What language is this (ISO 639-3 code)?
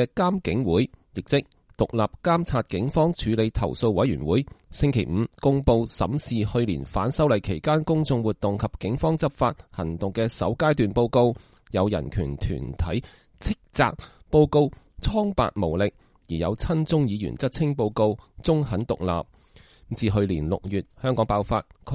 yue